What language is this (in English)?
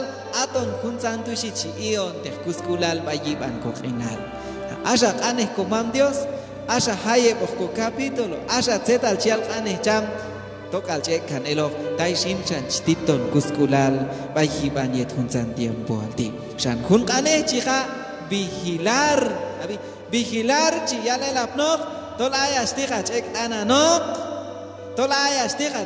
Q'anjob'al